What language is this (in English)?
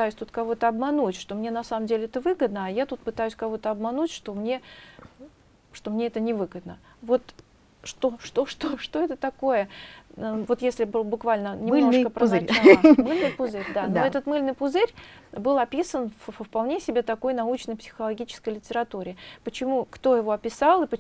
Russian